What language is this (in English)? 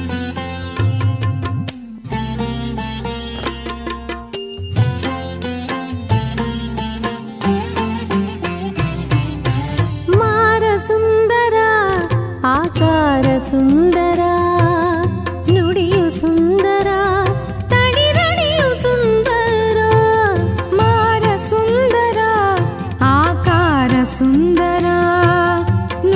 Kannada